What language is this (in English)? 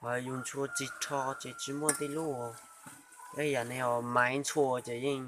Hmong